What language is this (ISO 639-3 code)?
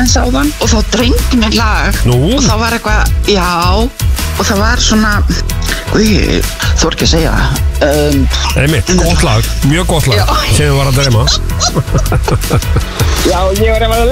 isl